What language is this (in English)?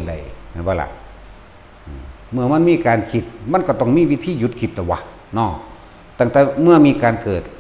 Northeastern Thai